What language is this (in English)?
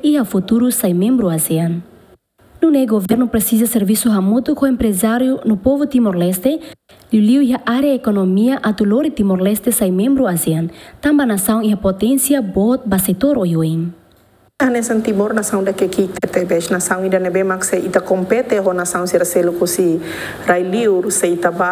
Tetum